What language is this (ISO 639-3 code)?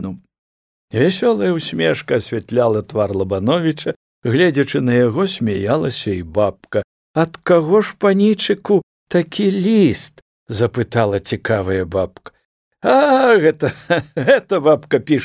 bel